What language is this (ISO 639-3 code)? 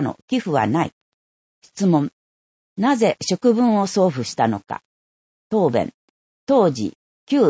jpn